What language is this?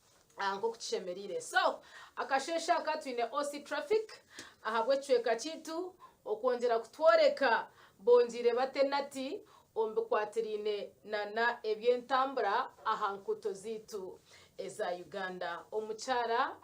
Nyankole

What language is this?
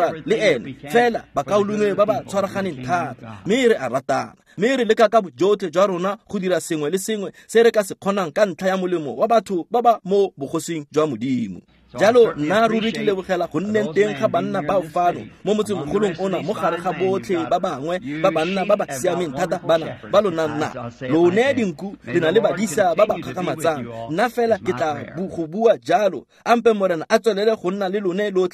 Tswana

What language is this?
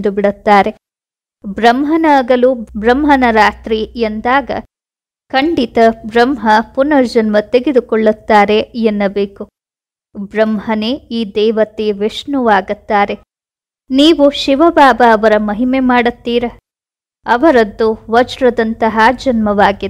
Kannada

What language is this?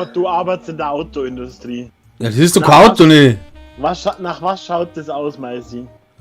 Bavarian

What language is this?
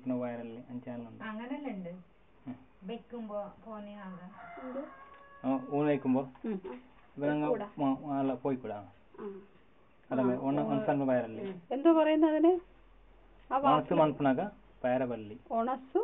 Malayalam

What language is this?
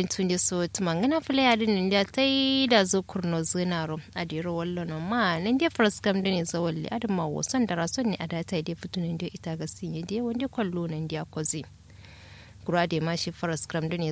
Kanuri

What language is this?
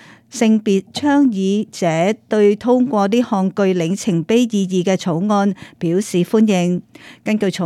Cantonese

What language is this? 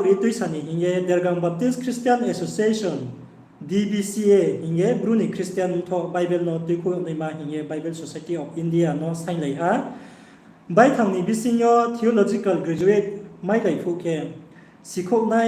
Riang (India)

